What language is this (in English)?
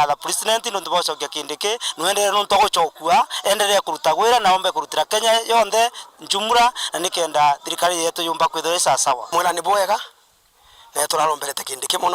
Meru